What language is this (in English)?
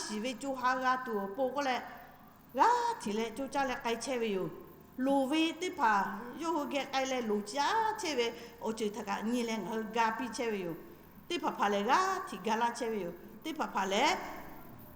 Lahu